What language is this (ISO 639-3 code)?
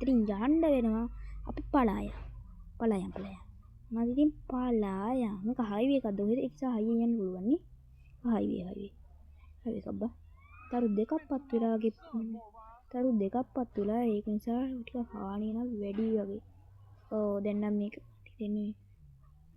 sin